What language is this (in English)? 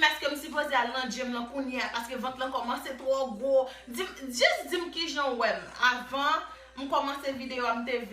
Haitian Creole